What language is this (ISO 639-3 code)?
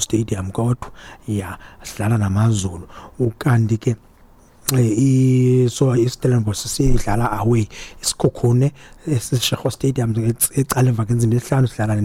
xho